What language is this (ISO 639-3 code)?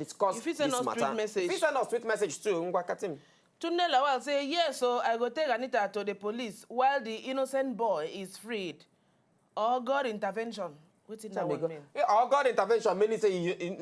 pcm